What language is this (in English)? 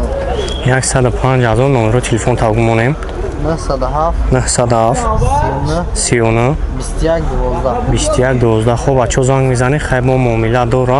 Tajik